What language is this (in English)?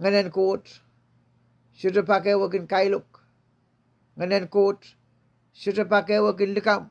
Pohnpeian